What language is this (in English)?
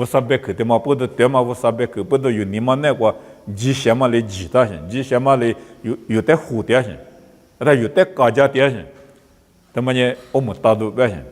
Lisu